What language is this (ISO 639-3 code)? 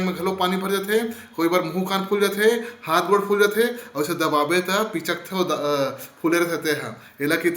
hne